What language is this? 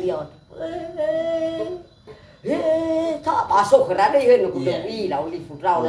Nias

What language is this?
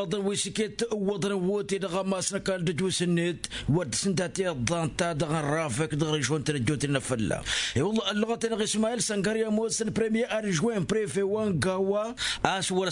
Tamasheq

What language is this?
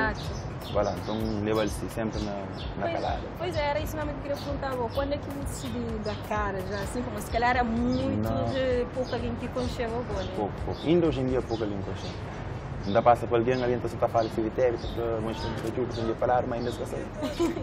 Kabuverdianu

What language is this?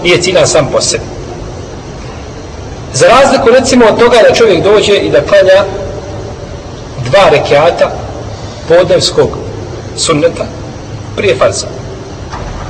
Bosnian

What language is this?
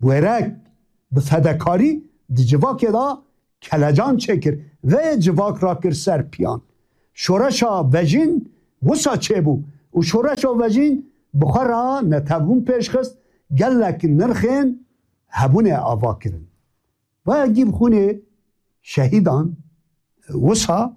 Kurdish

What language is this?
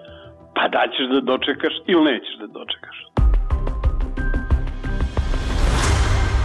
Serbian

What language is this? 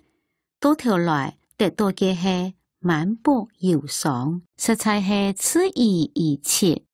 Hakka Chinese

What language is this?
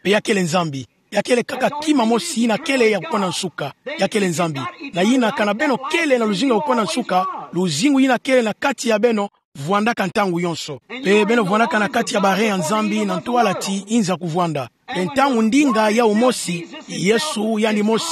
Kituba (Democratic Republic of Congo)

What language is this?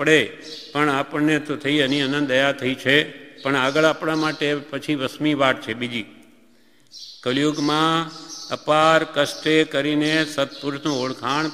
Gujarati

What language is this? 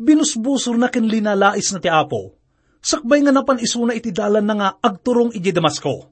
Iloko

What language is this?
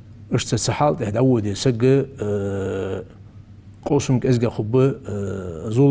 Ingush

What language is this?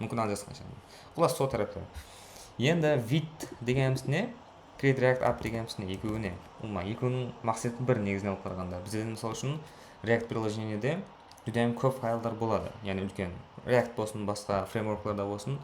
Kara-Kalpak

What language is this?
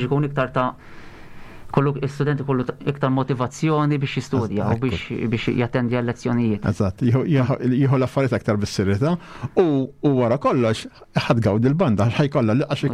Maltese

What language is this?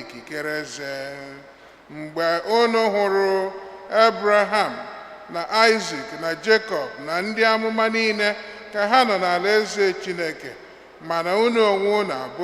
Igbo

